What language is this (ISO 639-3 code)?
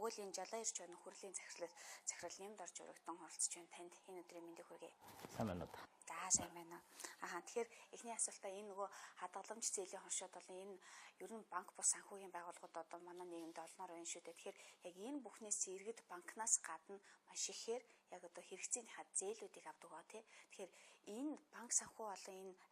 mon